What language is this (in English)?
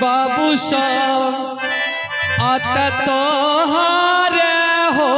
Maithili